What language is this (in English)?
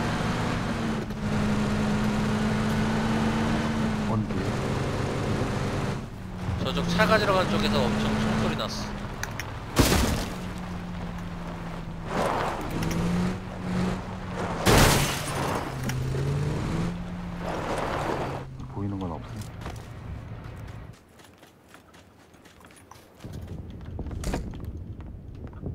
Korean